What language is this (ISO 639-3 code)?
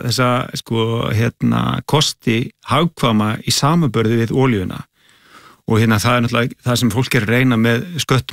isl